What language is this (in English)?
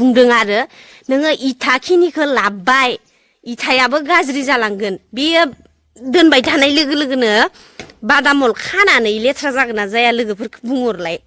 Bodo